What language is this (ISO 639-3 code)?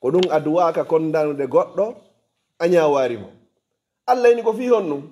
ful